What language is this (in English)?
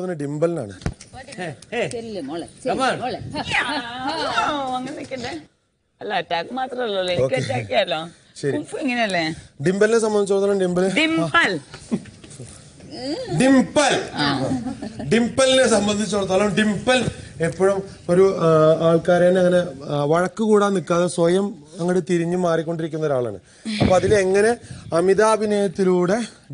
Malayalam